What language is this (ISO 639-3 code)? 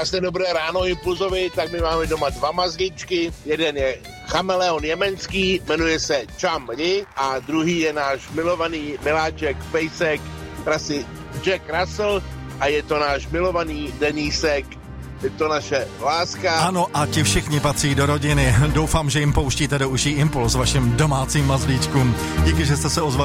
ces